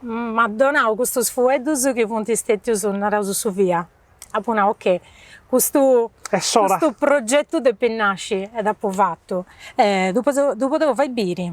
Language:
Sardinian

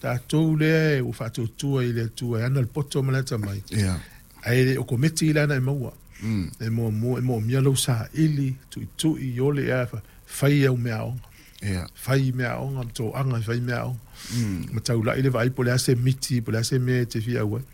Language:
Samoan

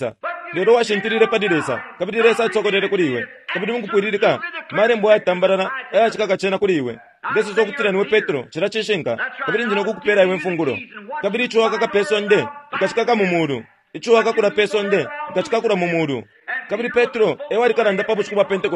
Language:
Bemba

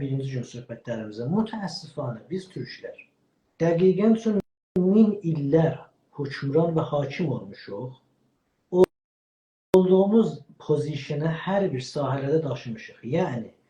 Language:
South Azerbaijani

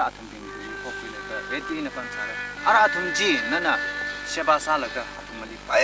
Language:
Tangkhul Naga (India)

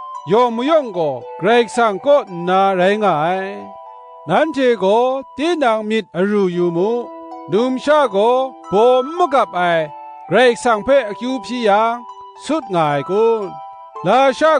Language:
Kachin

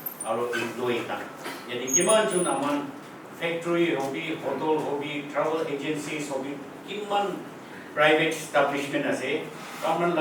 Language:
Naga Pidgin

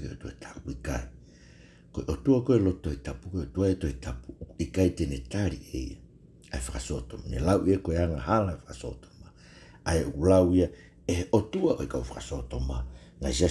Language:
Tongan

